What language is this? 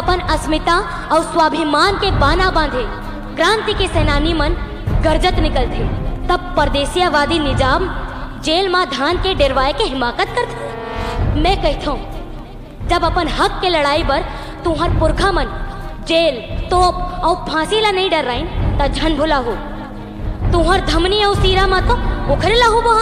Chhattisgarhi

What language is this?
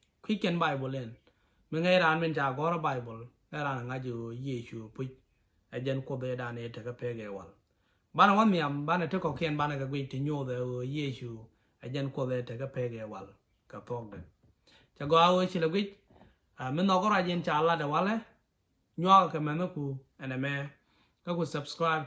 Nuer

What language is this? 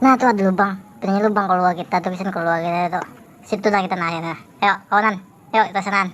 Banjar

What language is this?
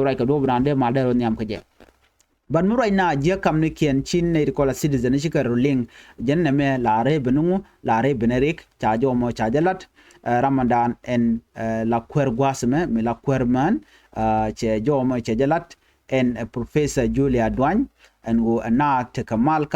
Nuer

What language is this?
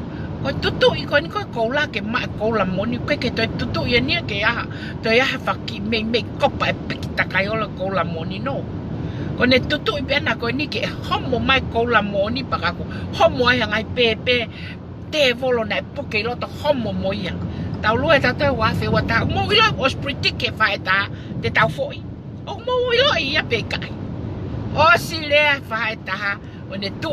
Tongan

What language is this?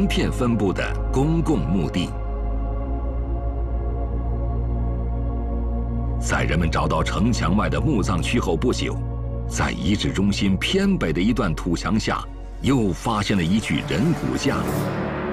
Chinese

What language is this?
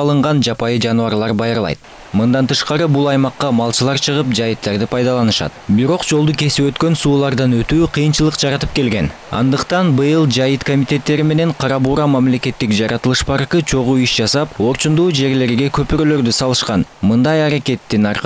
Kyrgyz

